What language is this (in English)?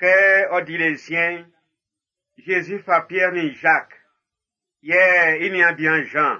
Baoulé